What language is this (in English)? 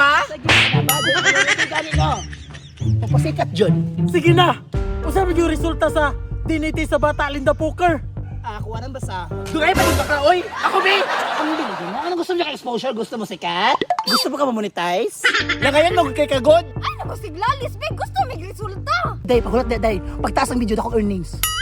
Cebuano